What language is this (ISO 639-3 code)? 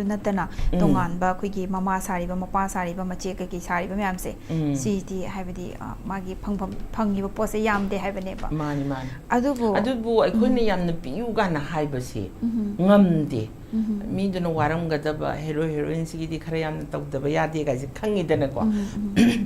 mni